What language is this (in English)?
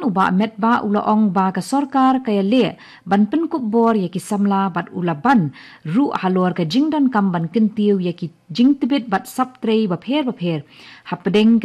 Khasi